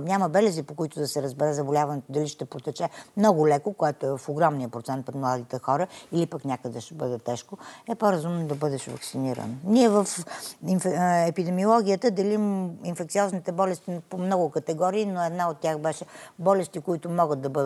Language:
Bulgarian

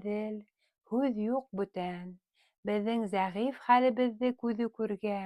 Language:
Bashkir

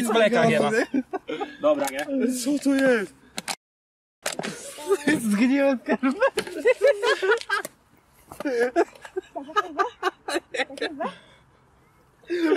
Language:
Polish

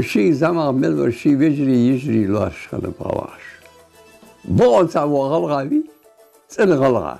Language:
Ingush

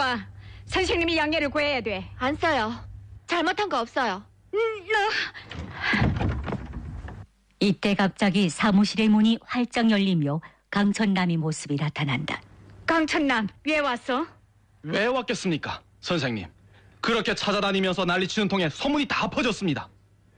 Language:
Korean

